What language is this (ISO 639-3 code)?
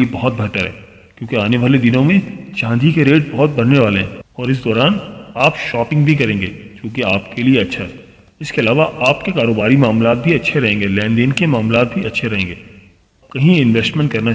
urd